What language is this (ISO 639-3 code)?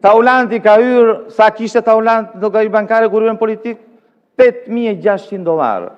sqi